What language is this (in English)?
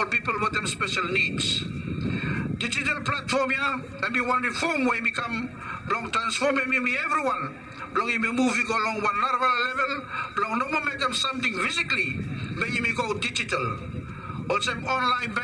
Bislama